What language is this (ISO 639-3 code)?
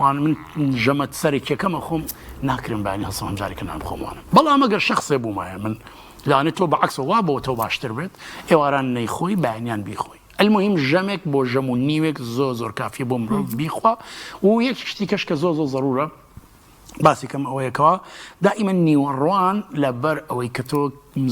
ckb